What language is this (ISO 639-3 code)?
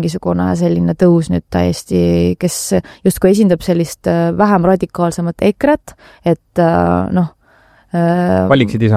est